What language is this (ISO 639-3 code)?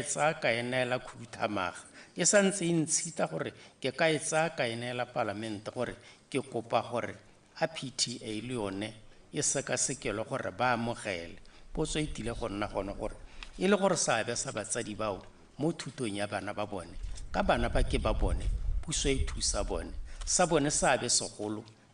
tsn